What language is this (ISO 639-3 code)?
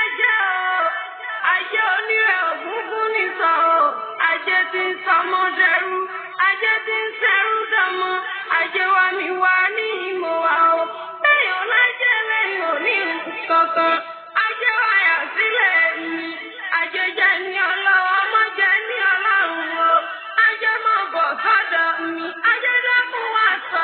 yor